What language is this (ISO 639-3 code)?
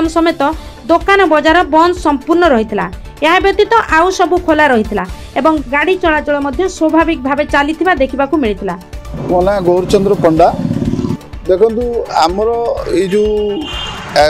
ori